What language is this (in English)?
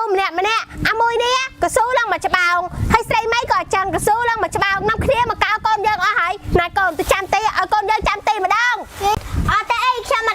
Khmer